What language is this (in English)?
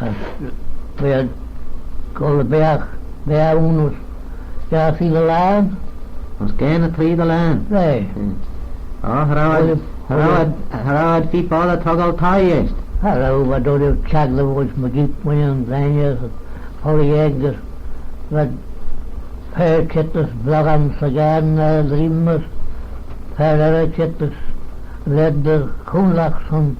Manx